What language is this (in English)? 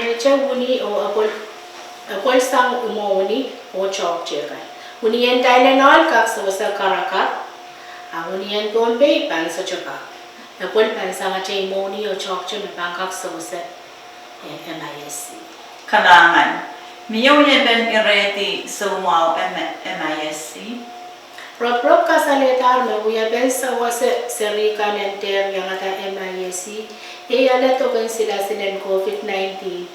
Pohnpeian